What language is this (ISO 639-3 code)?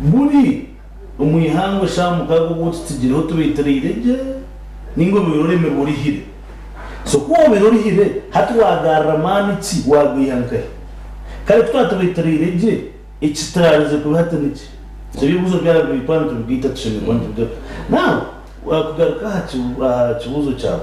nyn